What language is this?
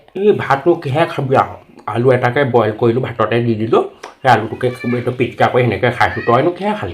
Assamese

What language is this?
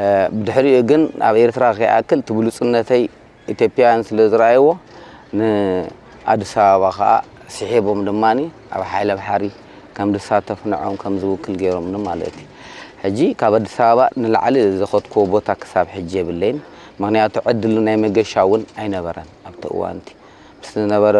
Tigrinya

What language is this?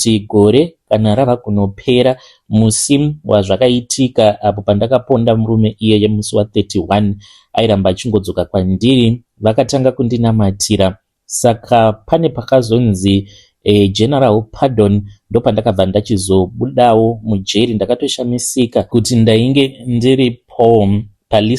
Shona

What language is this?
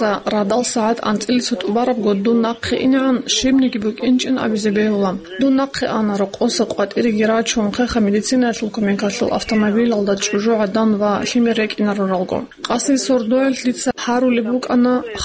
Avaric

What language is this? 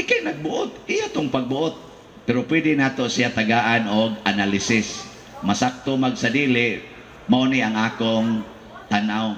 Cebuano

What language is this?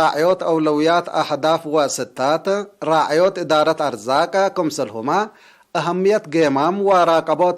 Tigre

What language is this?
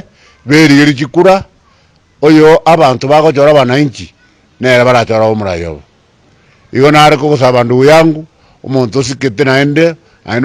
Gusii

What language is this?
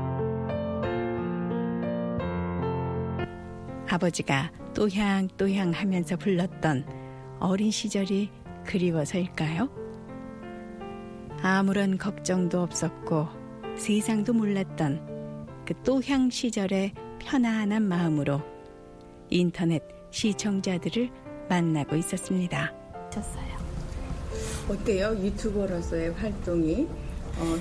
Korean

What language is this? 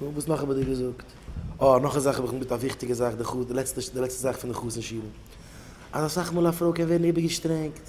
Yiddish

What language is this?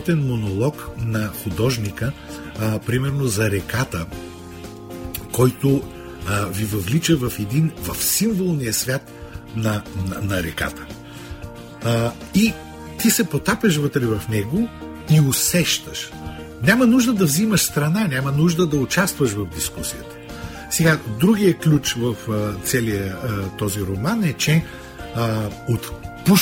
Bulgarian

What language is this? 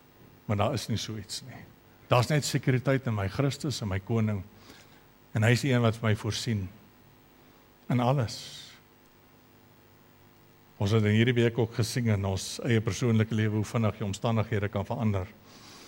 Afrikaans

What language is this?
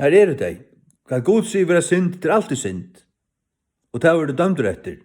Faroese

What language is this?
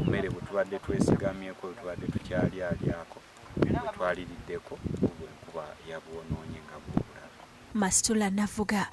Ganda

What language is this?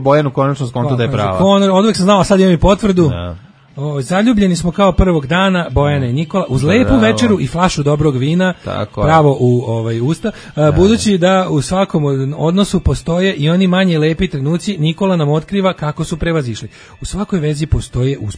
Serbian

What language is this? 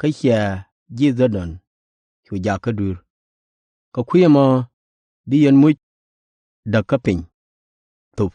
Nuer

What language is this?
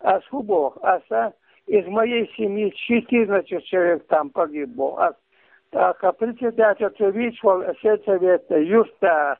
Chechen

